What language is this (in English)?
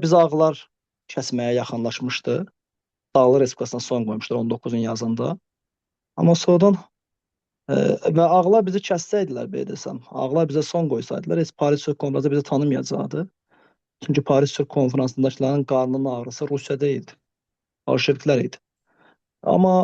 Azerbaijani